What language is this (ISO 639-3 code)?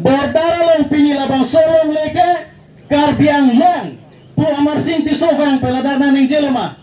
mjw